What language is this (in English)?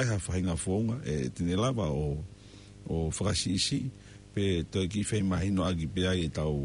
Tongan